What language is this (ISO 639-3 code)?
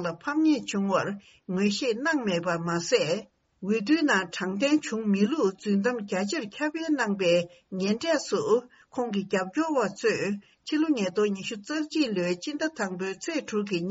bod